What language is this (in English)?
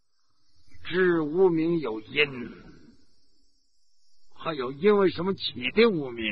Chinese